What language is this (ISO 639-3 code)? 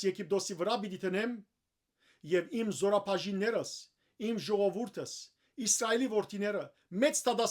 hyw